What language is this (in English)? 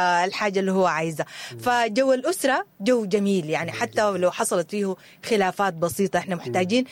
Sudanese Arabic